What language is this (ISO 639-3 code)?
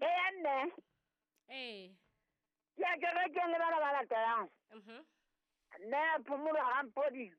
sot